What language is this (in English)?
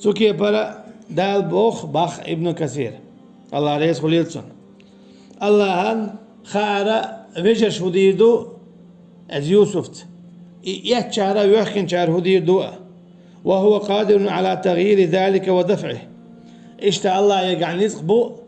Chechen